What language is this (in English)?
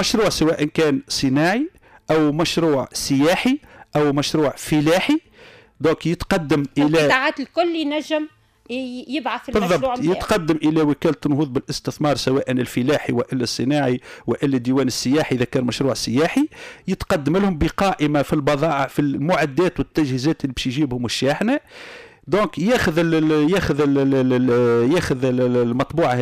Tunisian Arabic